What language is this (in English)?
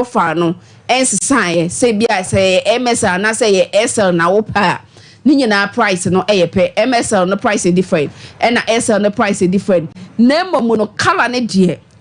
Akan